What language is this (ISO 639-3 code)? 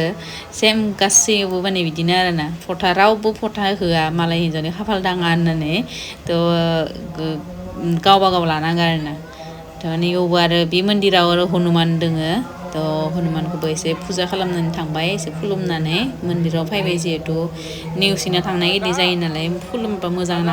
brx